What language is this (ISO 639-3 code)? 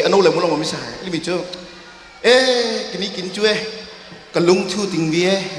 cnh